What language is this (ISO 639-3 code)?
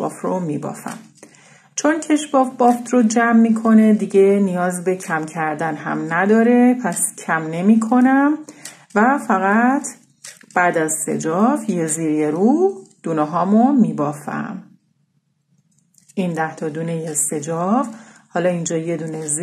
fas